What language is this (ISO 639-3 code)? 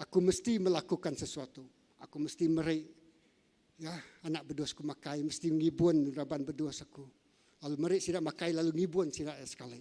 iba